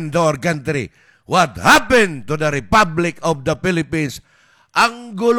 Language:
Filipino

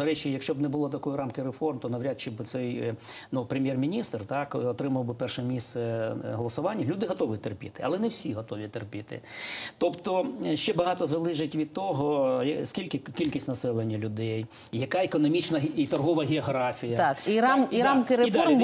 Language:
Ukrainian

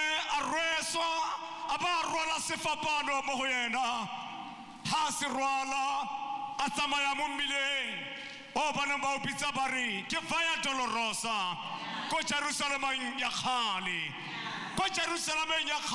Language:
Tswana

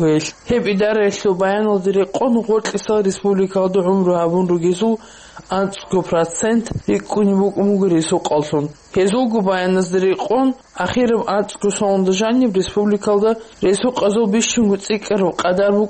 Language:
Avaric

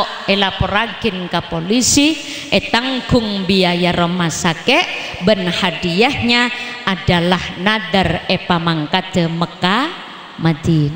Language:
Madurese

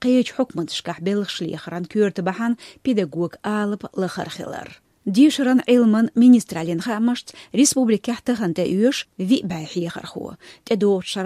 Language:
Chechen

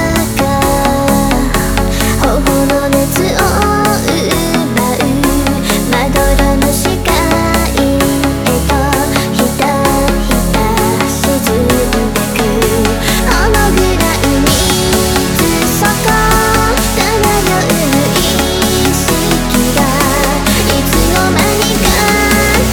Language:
Japanese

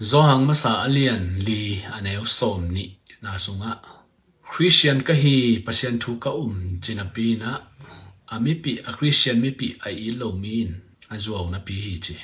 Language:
Tedim Chin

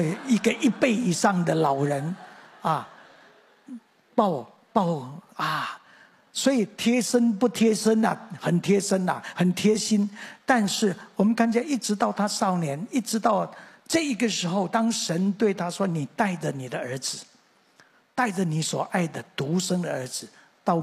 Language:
Chinese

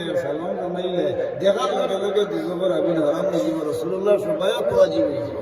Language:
Sylheti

